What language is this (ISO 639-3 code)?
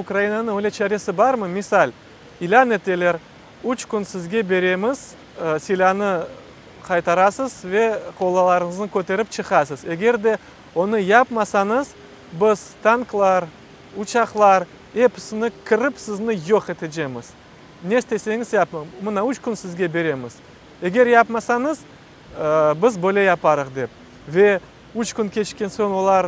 crh